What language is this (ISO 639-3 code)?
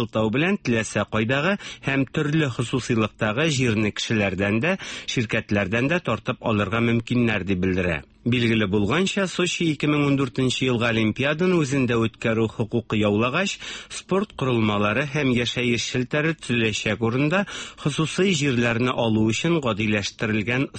tat